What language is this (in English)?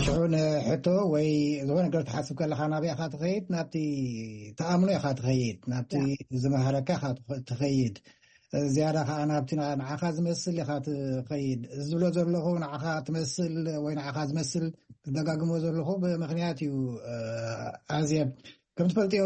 Tigrinya